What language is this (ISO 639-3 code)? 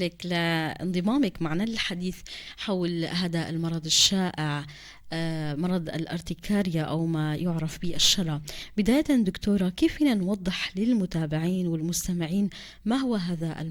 apc